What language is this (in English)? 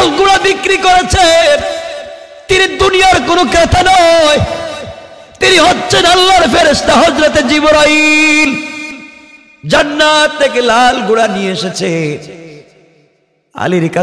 Bangla